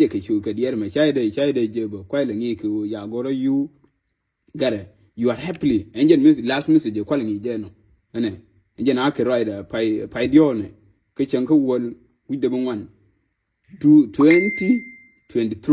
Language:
Nuer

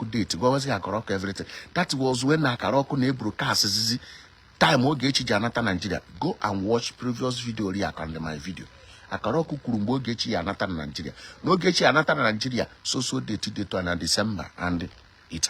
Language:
Igbo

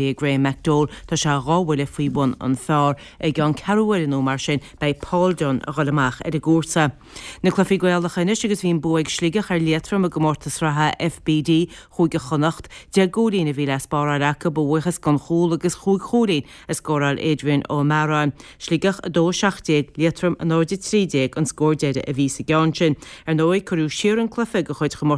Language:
Irish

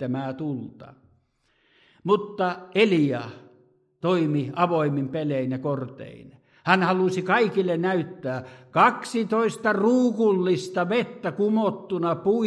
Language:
Finnish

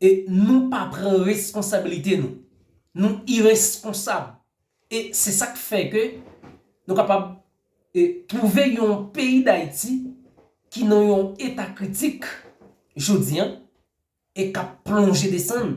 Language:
Haitian Creole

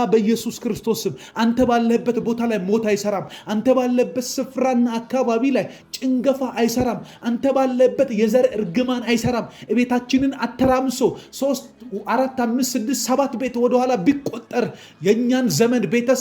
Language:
Amharic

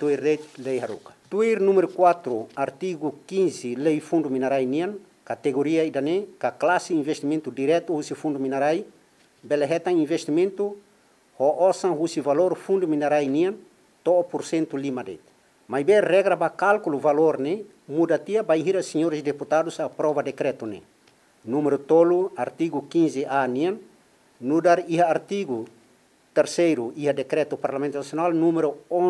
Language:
Tetum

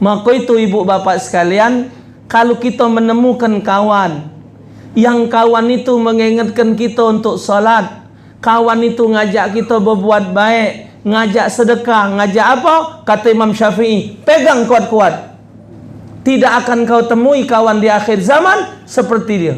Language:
Musi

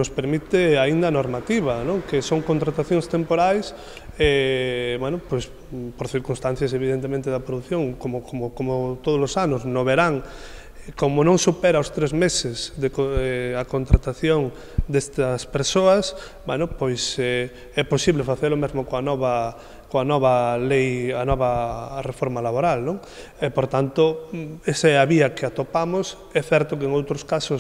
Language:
Galician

